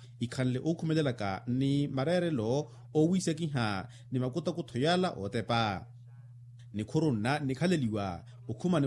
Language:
Makhuwa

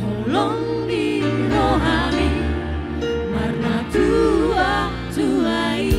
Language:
Batak Toba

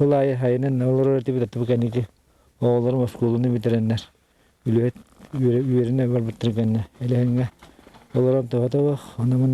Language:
Yakut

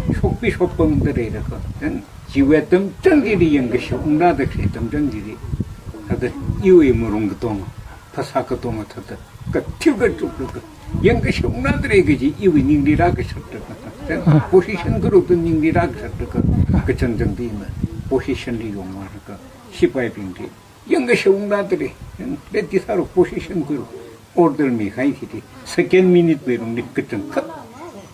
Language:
Tangkhul Naga (India)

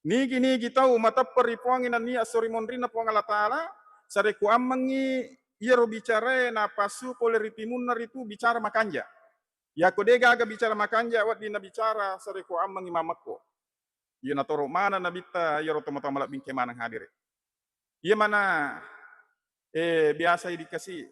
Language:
Buginese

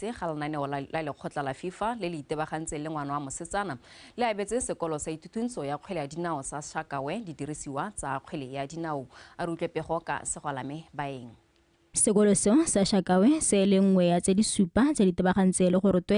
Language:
Tswana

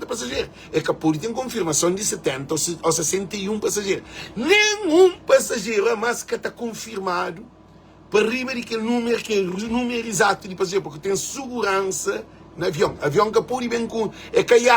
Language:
Kabuverdianu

